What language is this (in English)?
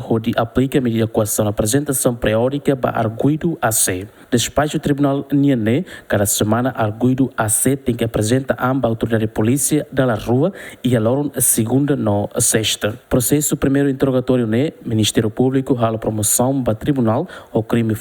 Tetum